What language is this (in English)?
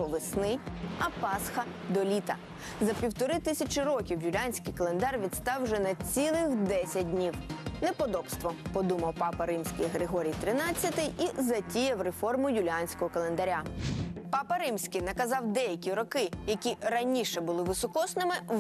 Ukrainian